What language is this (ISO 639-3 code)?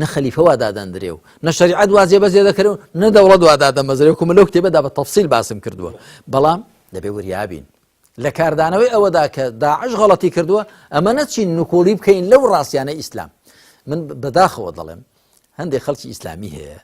ckb